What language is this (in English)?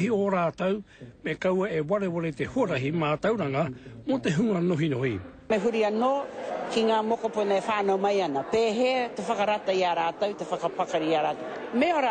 Māori